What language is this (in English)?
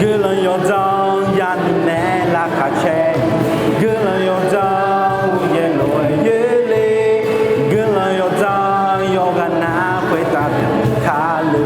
Akha